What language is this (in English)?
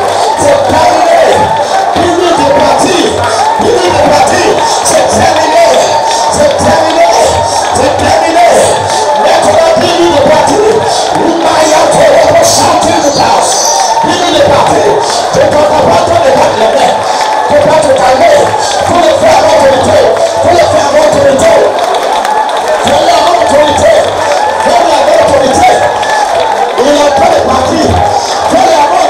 French